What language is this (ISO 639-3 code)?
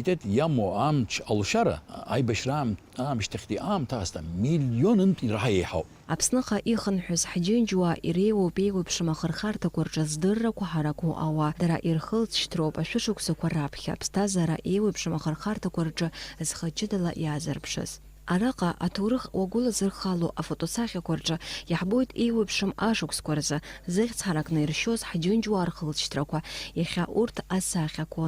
abk